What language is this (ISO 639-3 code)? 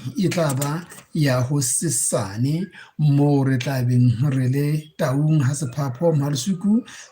sot